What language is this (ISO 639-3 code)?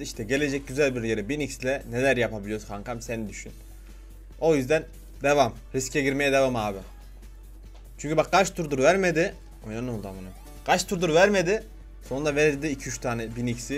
tur